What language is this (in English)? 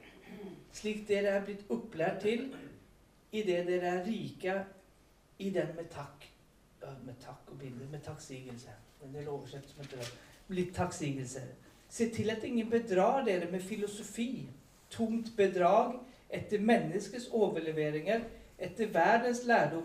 Norwegian